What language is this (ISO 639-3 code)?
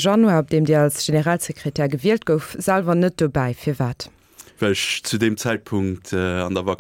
ltz